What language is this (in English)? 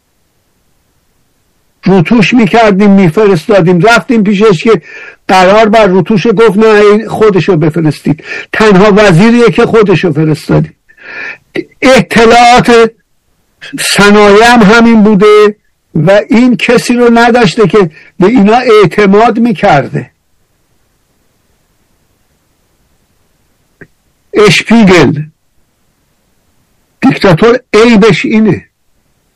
Persian